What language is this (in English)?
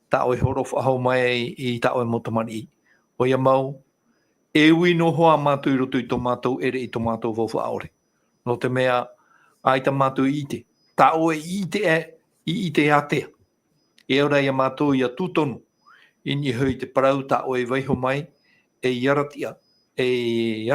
Tahitian